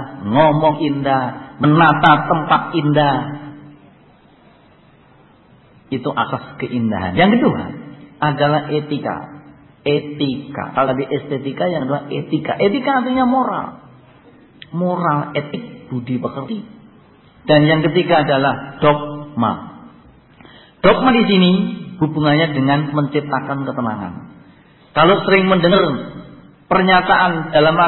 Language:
Indonesian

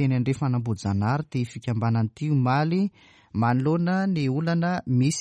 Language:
Malagasy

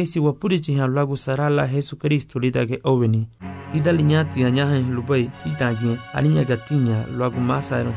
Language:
Garifuna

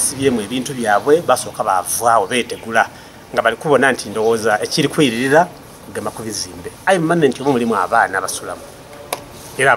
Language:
Soga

